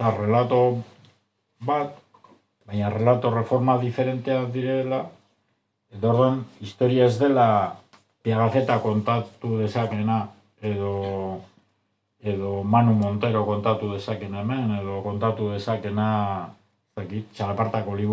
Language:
Basque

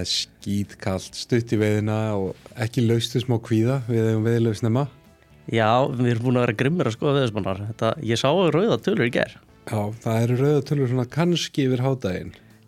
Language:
Icelandic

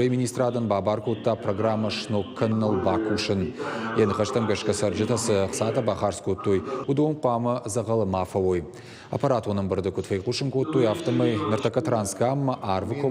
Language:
Ossetic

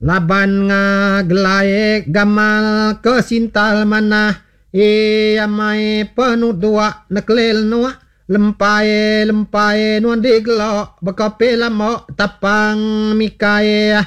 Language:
Iban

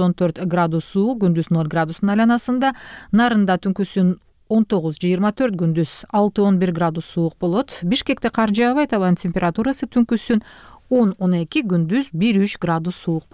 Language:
Kyrgyz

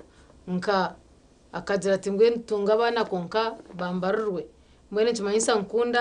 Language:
Nyankole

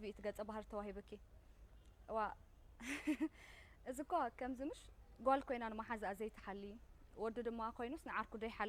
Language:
Tigrinya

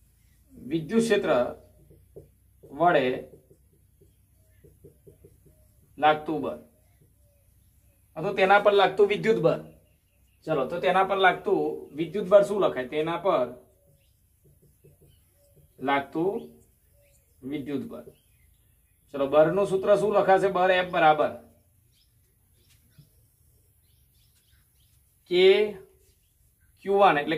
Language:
Gujarati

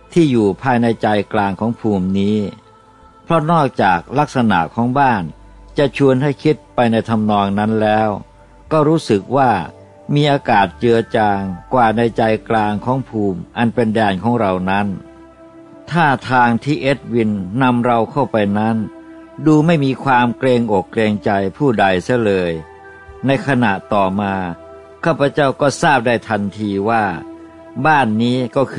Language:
Thai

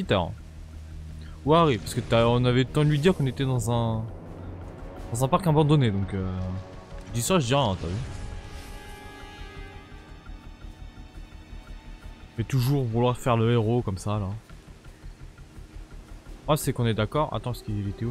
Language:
French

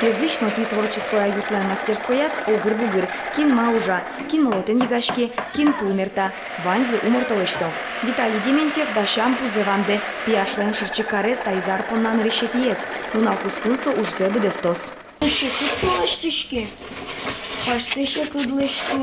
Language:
Udmurt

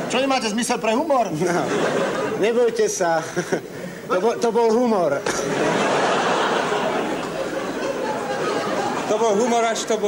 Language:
Slovak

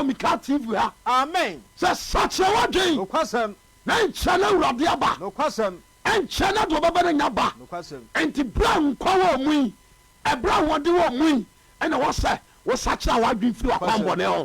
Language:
Akan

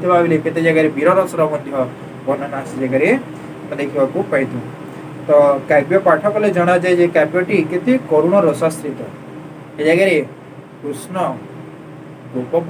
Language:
Odia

